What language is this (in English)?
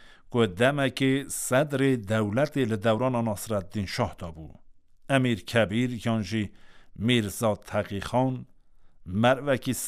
Kurdish